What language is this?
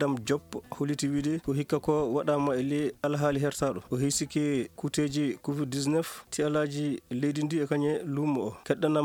Fula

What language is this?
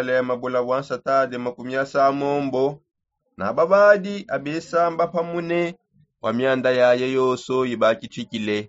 Songe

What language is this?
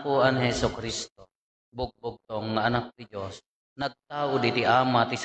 Iloko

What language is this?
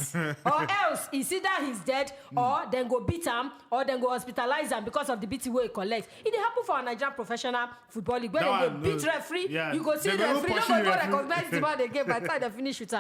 Nigerian Pidgin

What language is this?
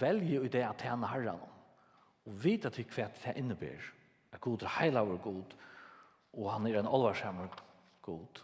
Faroese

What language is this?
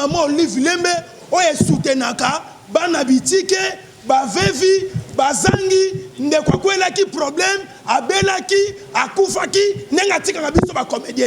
Lingala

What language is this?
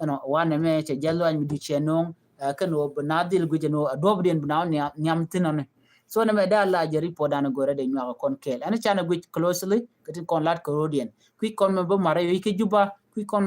Nuer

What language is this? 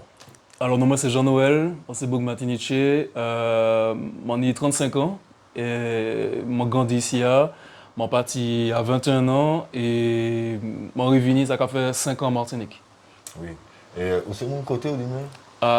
Guadeloupean Creole French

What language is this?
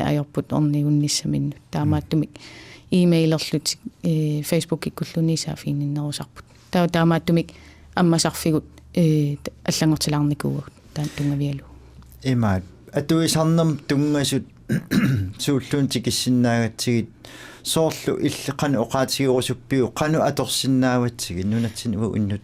Kalaallisut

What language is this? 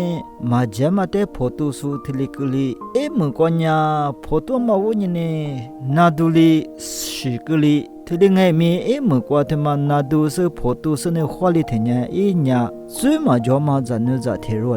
Lisu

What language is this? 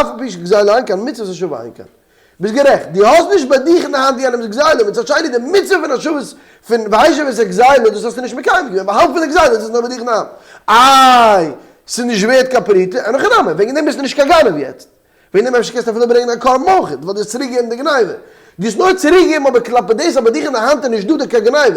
Yiddish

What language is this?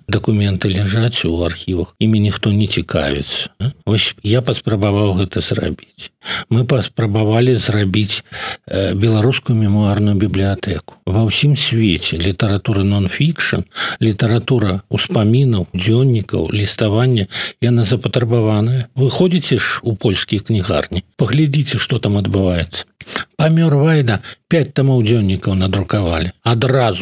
Belarusian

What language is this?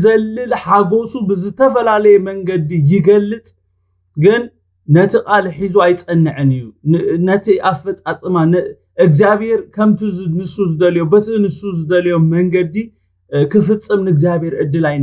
Tigrinya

